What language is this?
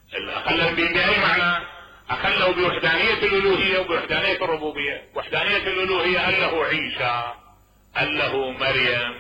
Mesopotamian Arabic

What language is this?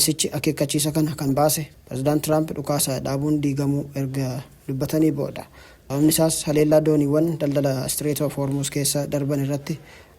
Oromo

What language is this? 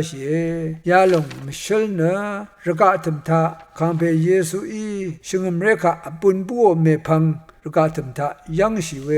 Rawang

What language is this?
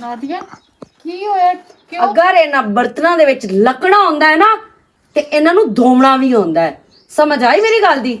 Western Panjabi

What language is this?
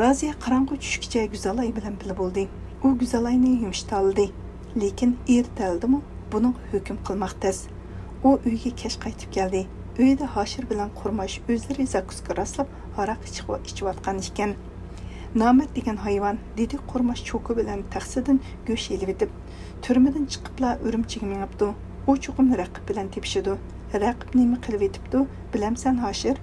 Uyghur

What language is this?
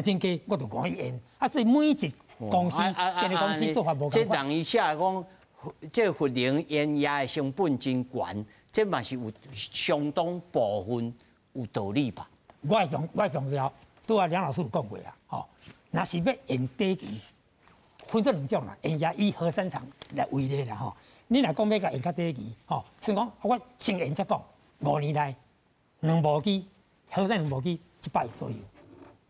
Min Nan Chinese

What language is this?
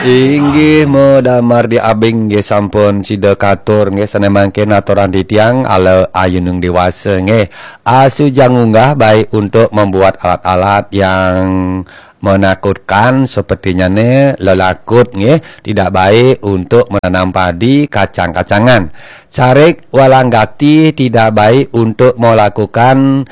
Balinese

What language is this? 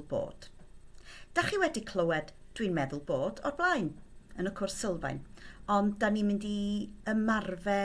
Welsh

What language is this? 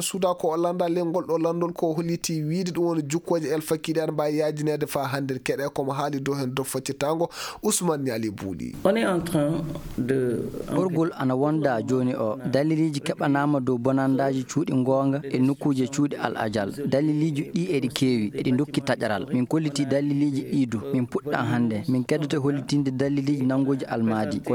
Fula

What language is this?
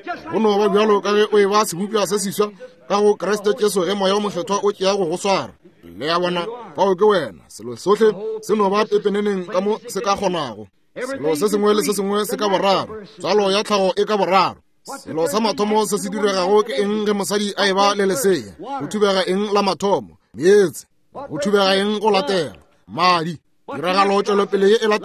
Northern Sotho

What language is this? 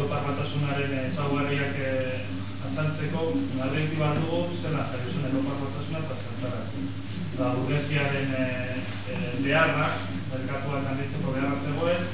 Basque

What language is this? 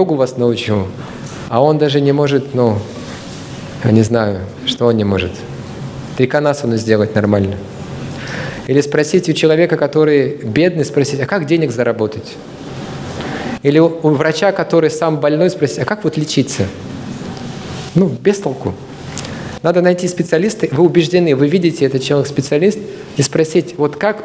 Russian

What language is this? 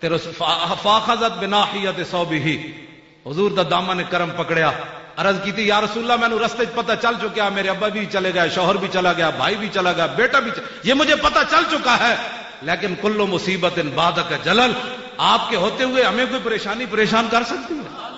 Western Panjabi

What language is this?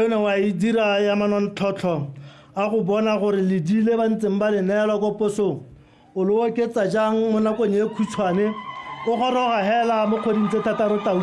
Tswana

